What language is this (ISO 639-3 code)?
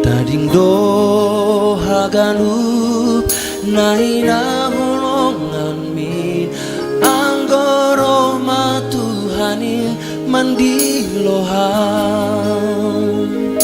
bts